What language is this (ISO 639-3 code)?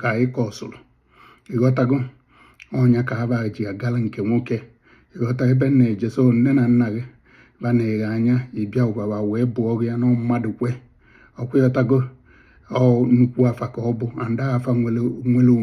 ibo